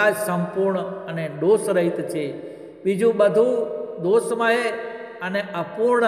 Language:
Gujarati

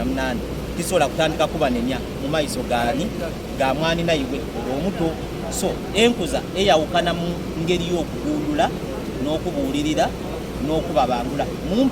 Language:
Soga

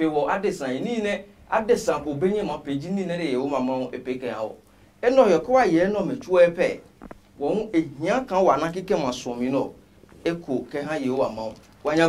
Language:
Adangme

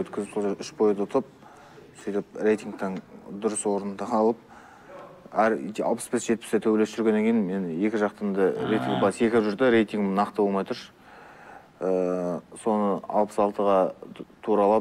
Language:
Kazakh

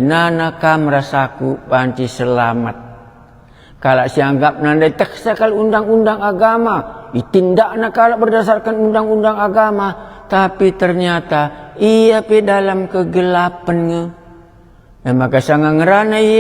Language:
Batak Karo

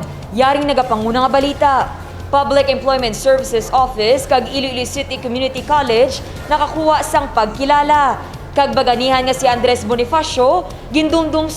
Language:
Hiligaynon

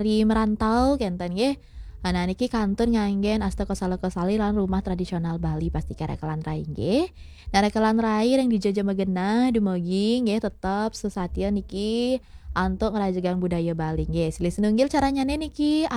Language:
Balinese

